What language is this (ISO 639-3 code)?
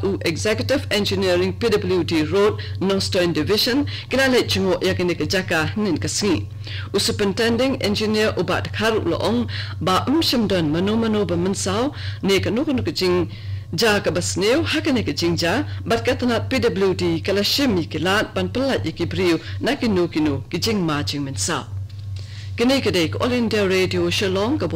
kha